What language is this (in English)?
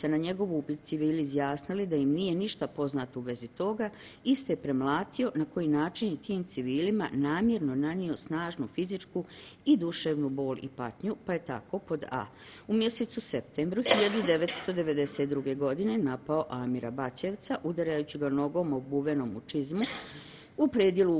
Bosnian